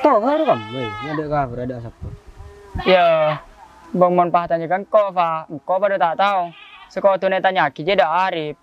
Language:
Madurese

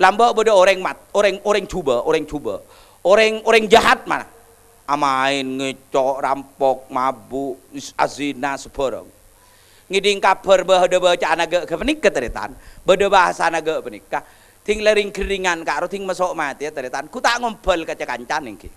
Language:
Madurese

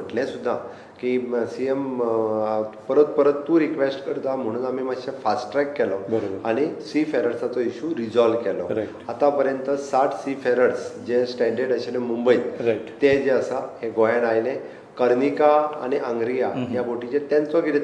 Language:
Konkani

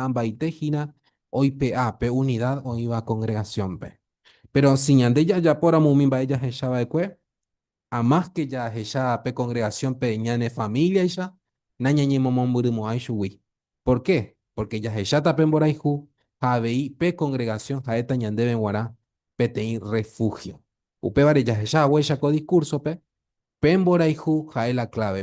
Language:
Guarani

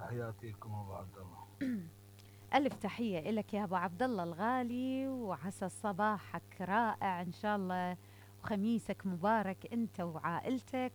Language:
Mesopotamian Arabic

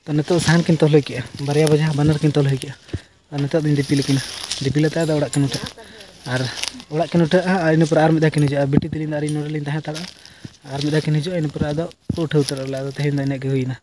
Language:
Santali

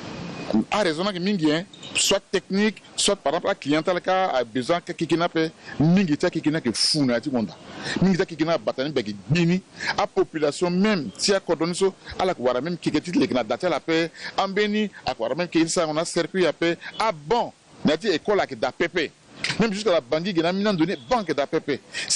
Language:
Sango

